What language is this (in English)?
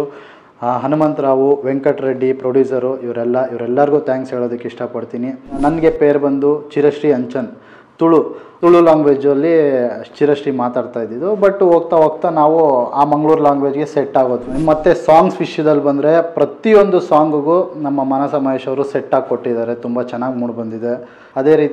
Kannada